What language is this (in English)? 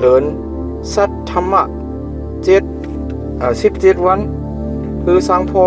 Shan